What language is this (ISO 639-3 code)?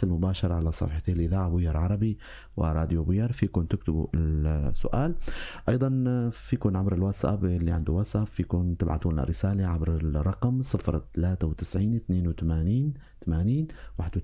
apc